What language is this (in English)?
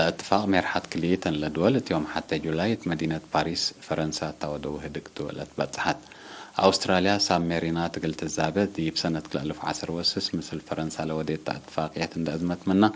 Tigre